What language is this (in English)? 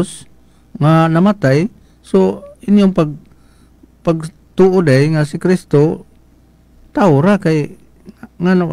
Cebuano